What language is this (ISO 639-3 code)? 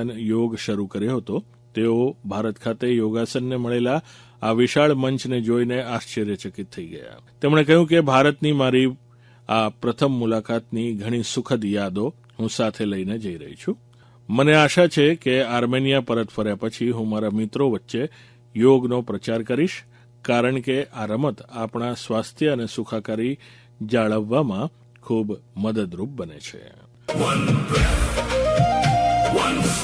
guj